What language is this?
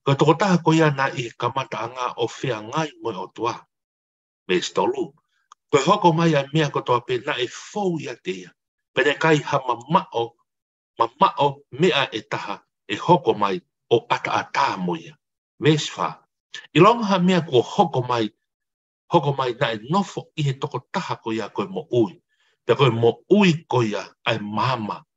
Tongan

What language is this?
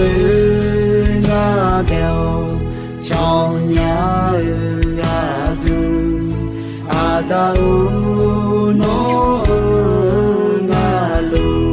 Akha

